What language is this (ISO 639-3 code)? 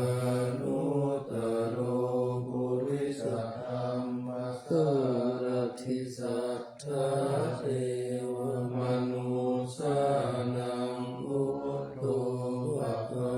pli